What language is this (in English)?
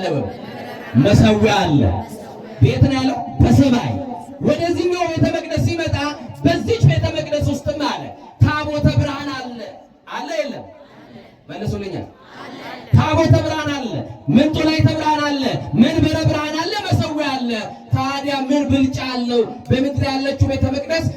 Amharic